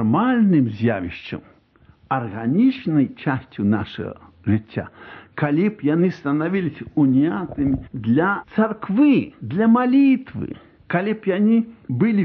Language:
Belarusian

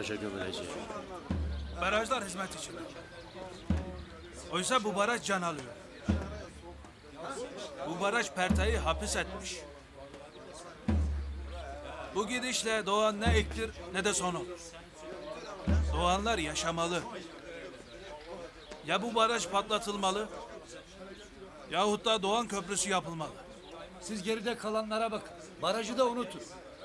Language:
Turkish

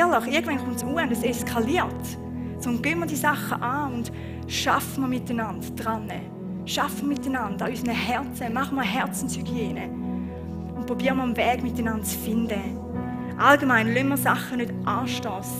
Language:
Swiss German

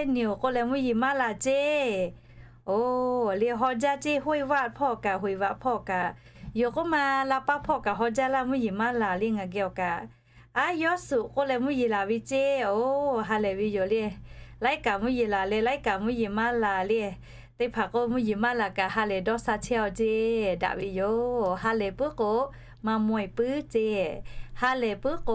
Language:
Lahu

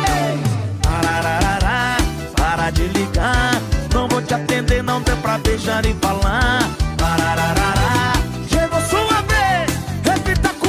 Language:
Portuguese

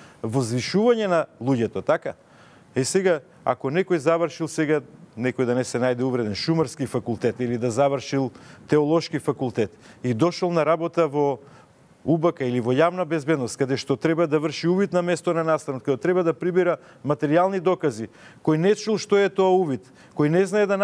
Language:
Macedonian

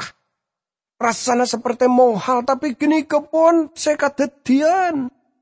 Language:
Madurese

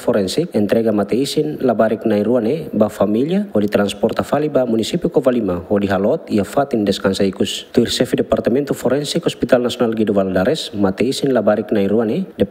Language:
Tetum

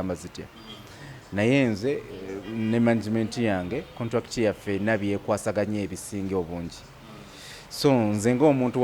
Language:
Ganda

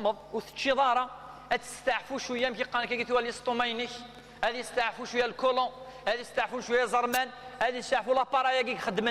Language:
Kabyle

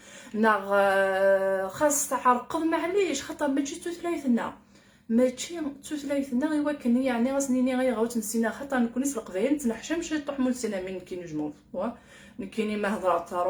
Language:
Kabyle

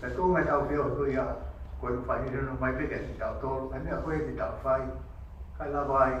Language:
Tongan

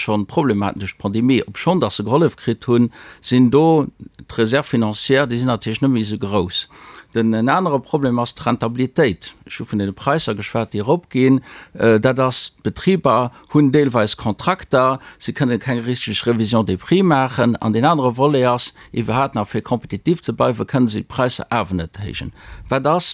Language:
Luxembourgish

